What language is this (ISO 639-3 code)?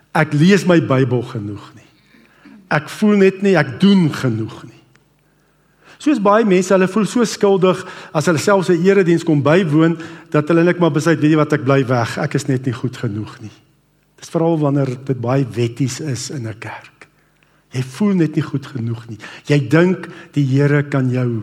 afr